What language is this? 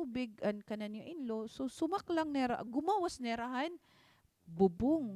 Waray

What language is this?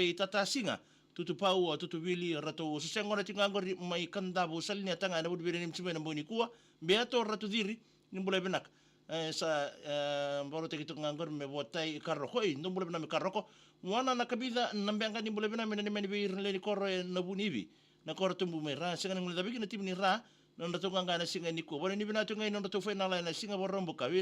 Fijian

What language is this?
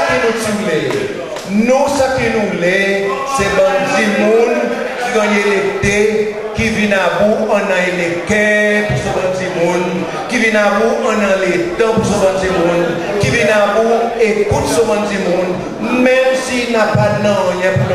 Seselwa Creole French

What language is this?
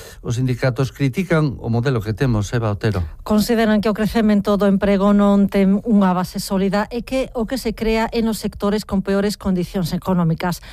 Galician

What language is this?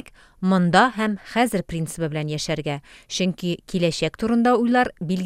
Tatar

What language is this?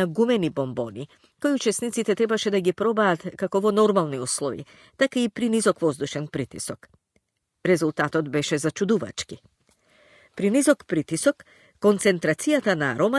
Macedonian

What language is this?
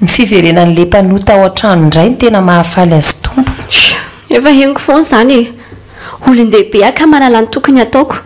Malagasy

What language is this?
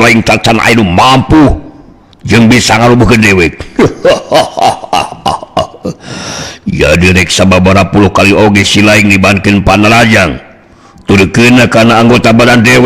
Sundanese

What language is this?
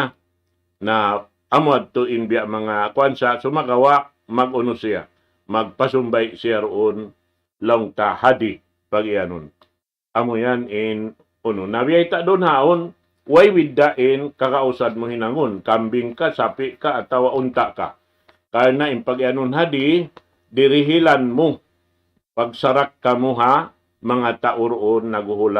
Tausug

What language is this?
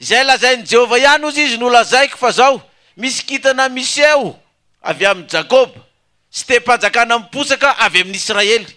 Malagasy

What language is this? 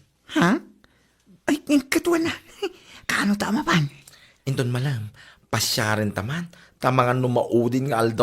Iloko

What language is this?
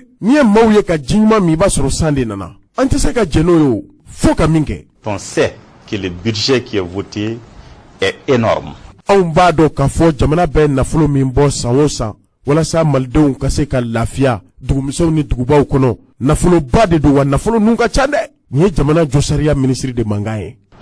Bambara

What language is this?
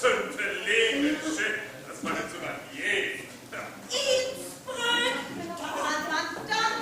Northern Frisian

